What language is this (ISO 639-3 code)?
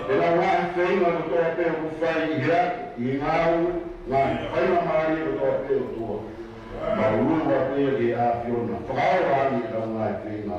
ton